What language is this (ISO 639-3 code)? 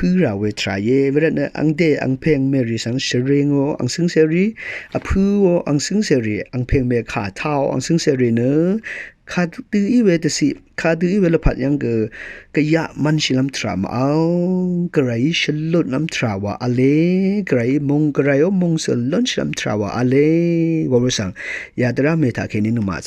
raw